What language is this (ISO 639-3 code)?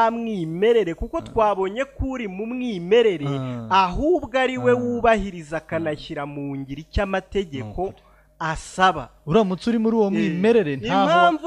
kin